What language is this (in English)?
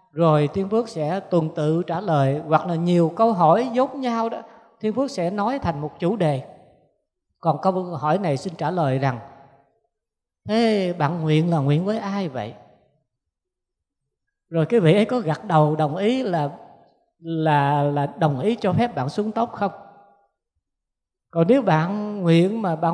Vietnamese